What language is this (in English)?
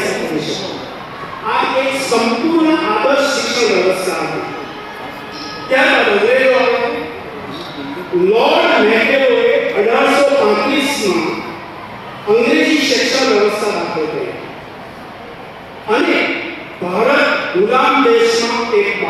Gujarati